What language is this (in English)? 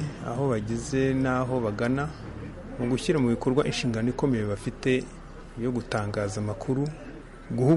Kinyarwanda